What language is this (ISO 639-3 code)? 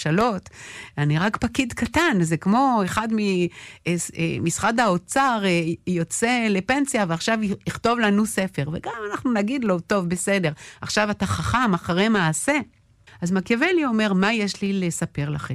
heb